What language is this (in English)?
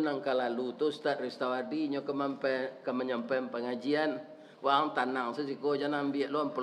Minangkabau